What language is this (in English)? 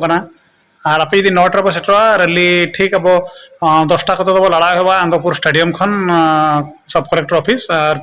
Santali